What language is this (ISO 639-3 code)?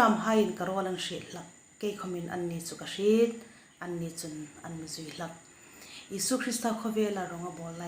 hmr